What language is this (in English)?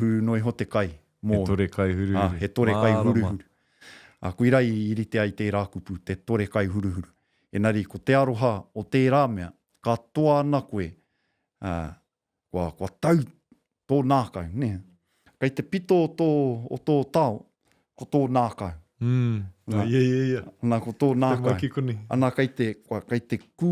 Māori